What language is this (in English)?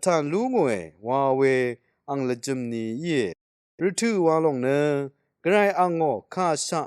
Rawang